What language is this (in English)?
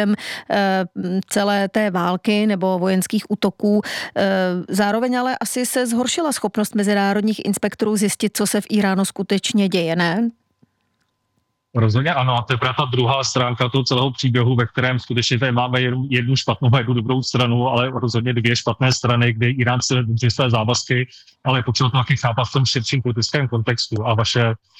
Czech